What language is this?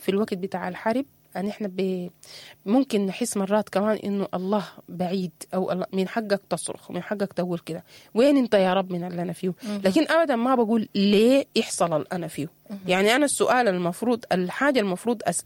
Sudanese Arabic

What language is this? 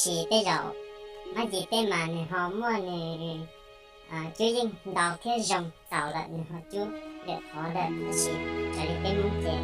Hmong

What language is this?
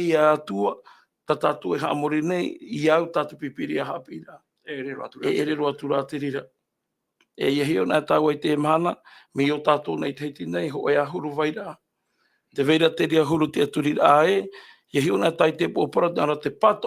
Tahitian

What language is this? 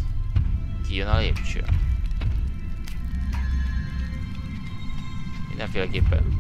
Hungarian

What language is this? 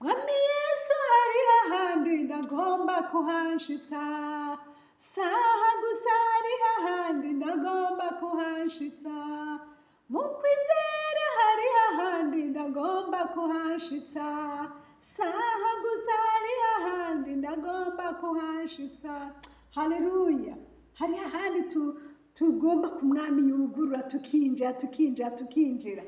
Rundi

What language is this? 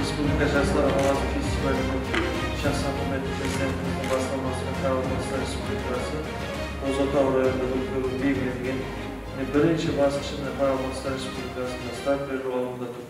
Kara-Kalpak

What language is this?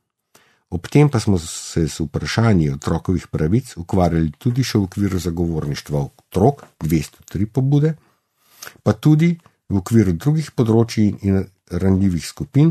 Slovenian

